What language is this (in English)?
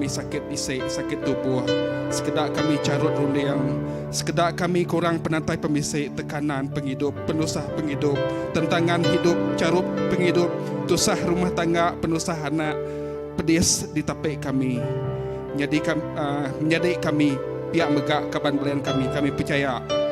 Iban